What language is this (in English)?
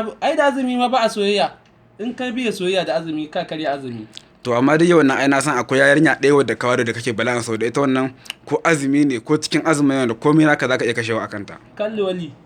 Hausa